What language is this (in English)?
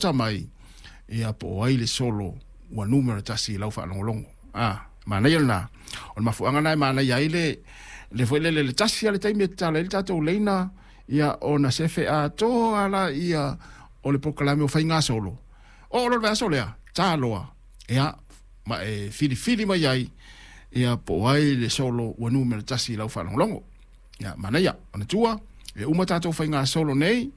Samoan